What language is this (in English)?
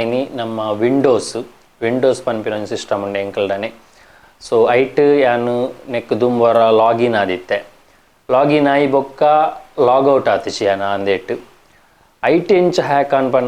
Tulu